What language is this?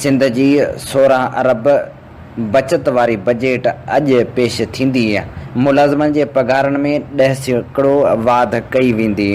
Sindhi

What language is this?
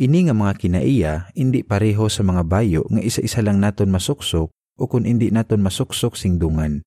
Hiligaynon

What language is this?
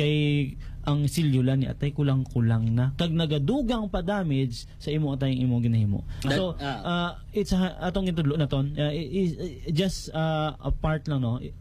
Hiligaynon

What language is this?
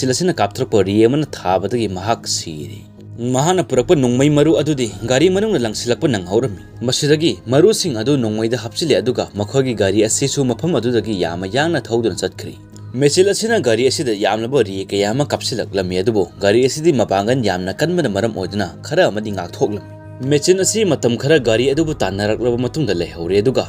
Manipuri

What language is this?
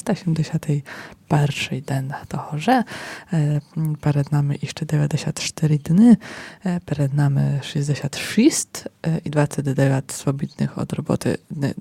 Rusyn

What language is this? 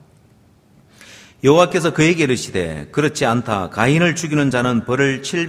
Korean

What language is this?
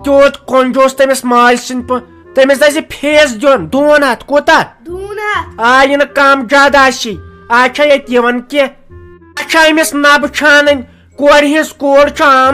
Kashmiri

